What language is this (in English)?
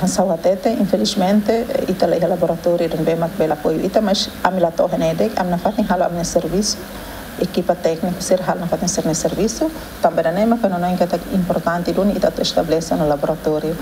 Tetum